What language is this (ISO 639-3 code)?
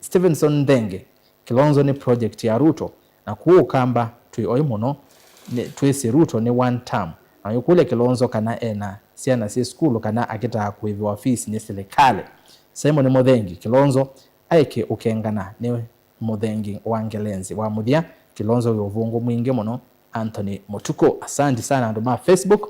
kam